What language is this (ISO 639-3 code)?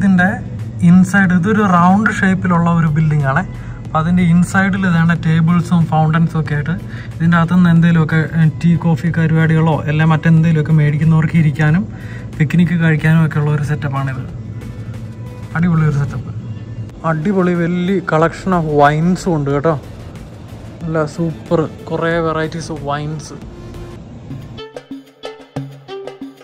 mal